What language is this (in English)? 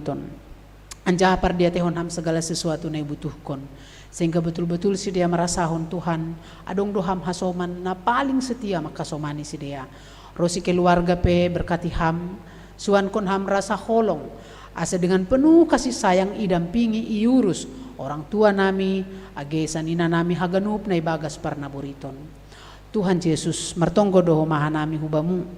Batak Simalungun